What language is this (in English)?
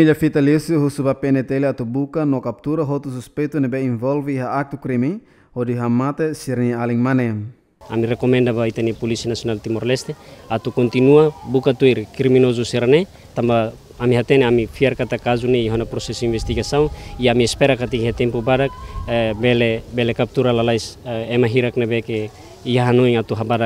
Tetum